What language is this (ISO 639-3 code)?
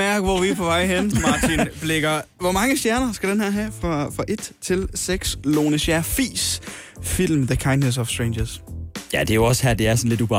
dan